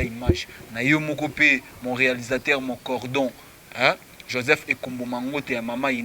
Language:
Lingala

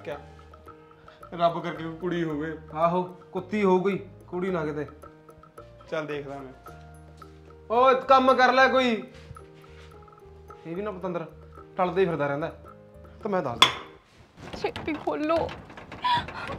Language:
Punjabi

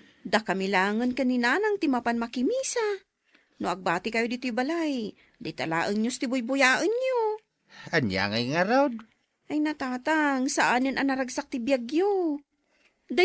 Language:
Iloko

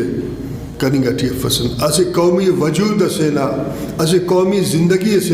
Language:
Brahui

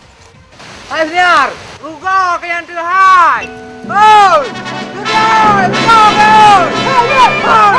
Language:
Achinese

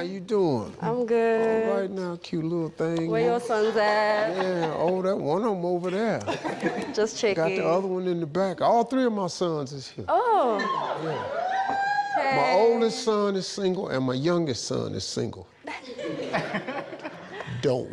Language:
Tswana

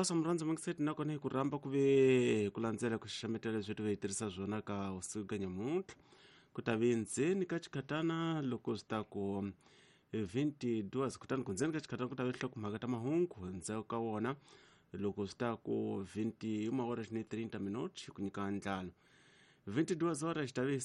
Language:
Tsonga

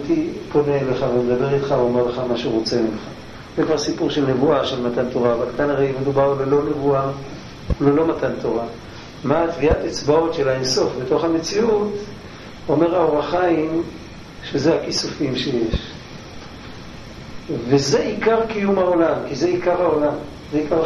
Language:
Hebrew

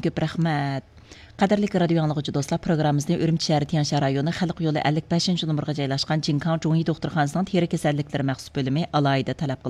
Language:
Uyghur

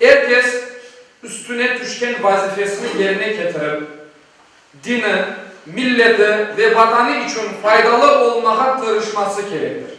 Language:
Crimean Tatar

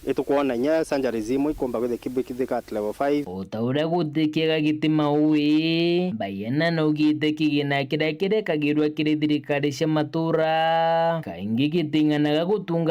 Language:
Meru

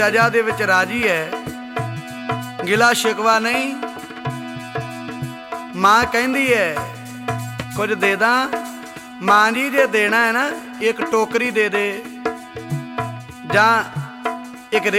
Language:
Punjabi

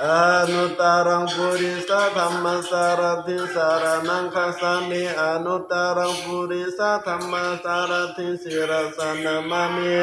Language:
Pali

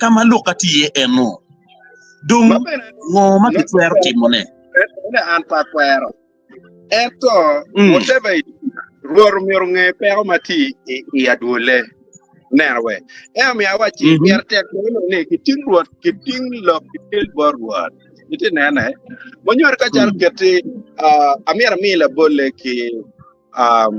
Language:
Acoli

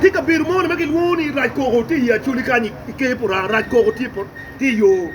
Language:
Acoli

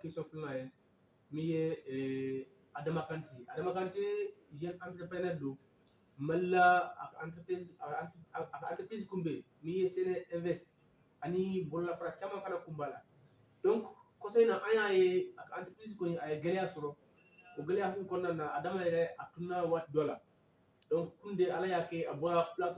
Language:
Bambara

